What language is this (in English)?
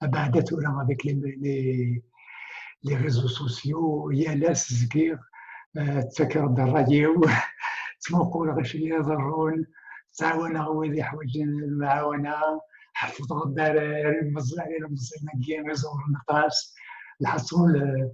Kabyle